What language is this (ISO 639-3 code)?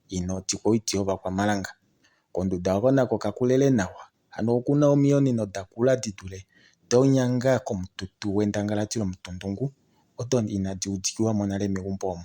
kua